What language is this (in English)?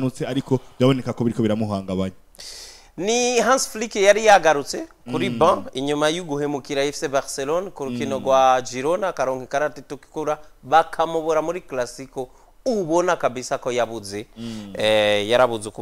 Rundi